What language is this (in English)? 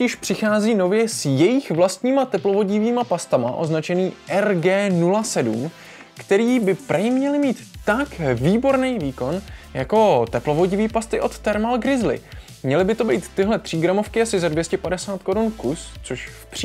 Czech